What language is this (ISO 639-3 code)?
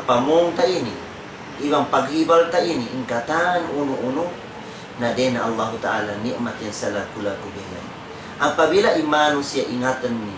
tsg